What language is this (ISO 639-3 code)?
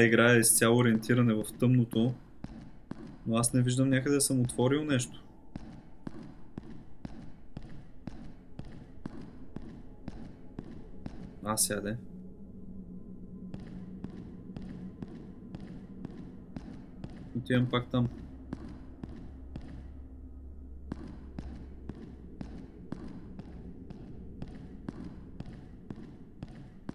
bul